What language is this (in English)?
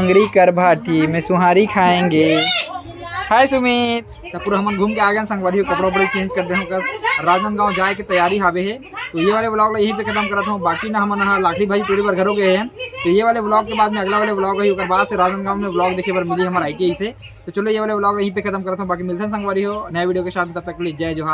Chhattisgarhi